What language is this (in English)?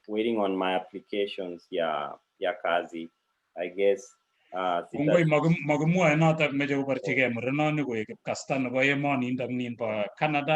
Kalenjin